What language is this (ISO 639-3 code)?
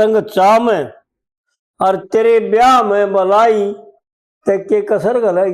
bgc